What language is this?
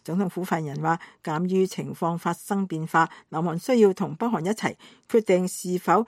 Cantonese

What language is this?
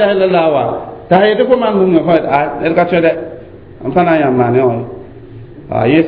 Mossi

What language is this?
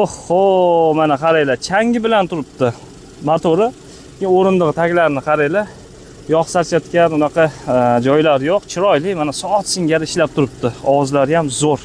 Uzbek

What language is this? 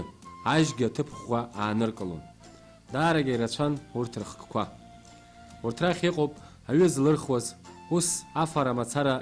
Abkhazian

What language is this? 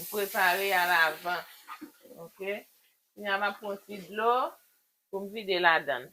Haitian Creole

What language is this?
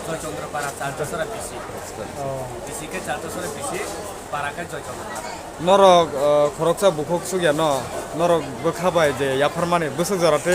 Kok Borok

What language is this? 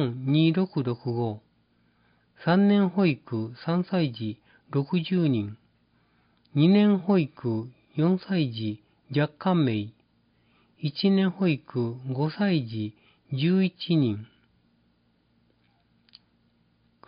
Japanese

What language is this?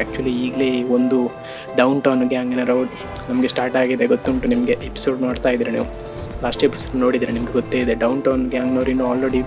Kannada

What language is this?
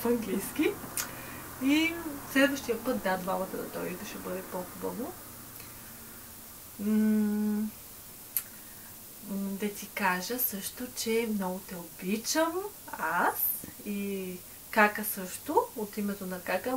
Bulgarian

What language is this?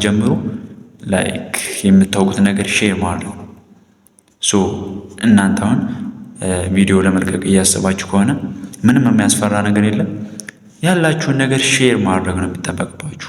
Amharic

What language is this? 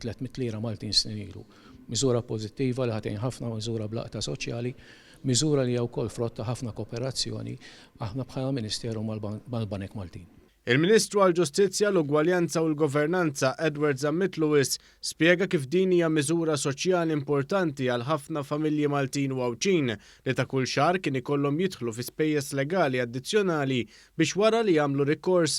Maltese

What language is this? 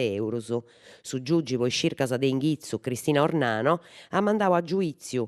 Sardinian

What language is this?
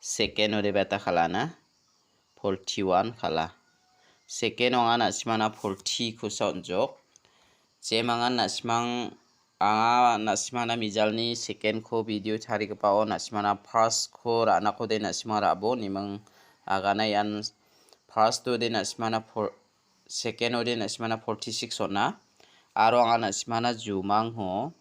Garo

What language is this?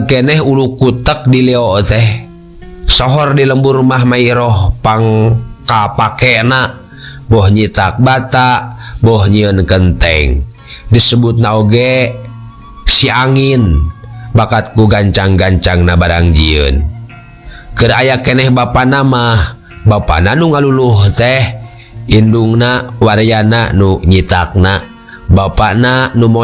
Sundanese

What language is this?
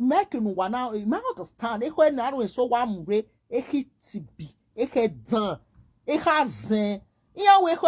Nigerian Pidgin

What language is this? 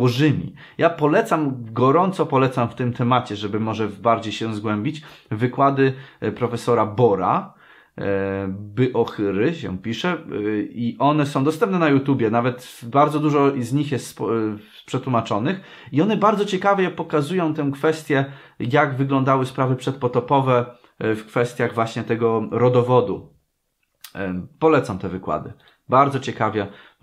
Polish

